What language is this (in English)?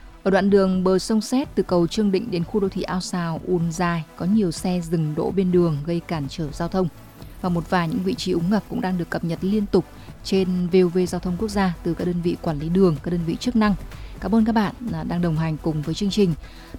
Vietnamese